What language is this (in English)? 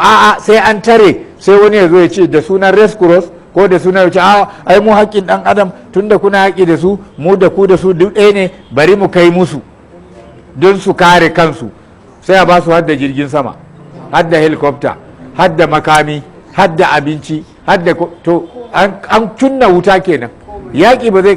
Hausa